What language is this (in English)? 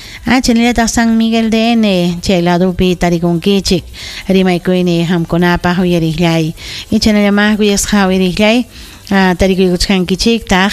Ayacucho Quechua